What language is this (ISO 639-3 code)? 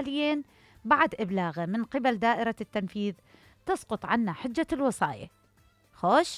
acm